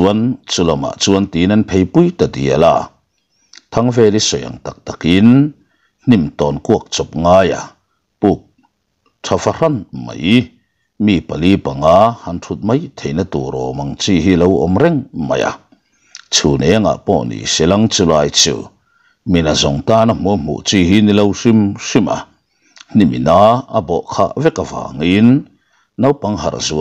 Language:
Mizo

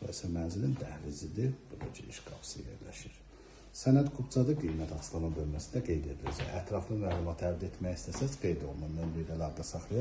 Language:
Azerbaijani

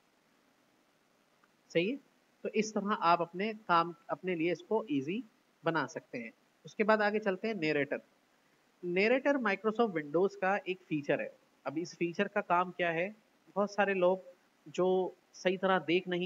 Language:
Hindi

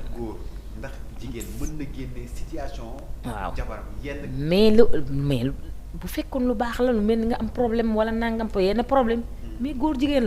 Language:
Wolof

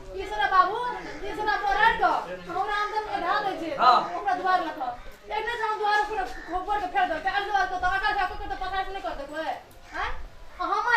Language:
Maithili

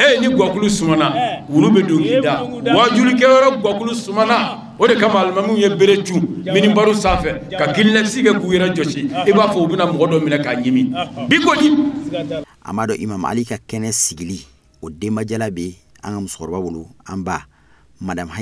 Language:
Bambara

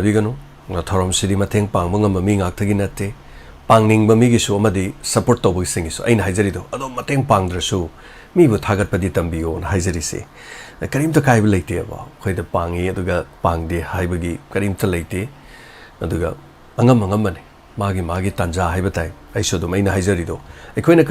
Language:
Manipuri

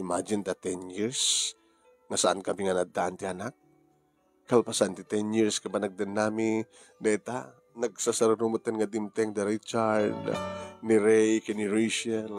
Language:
Iloko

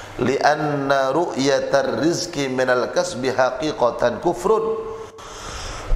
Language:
Madurese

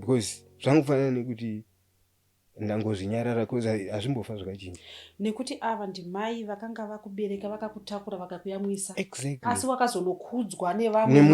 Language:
Shona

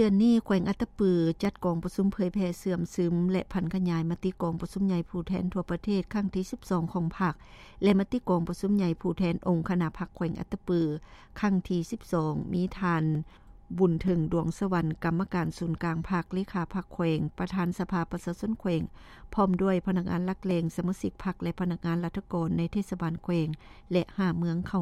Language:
Lao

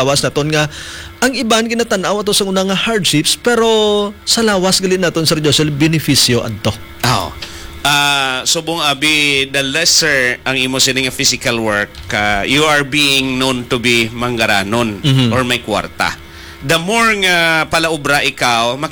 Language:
Hiligaynon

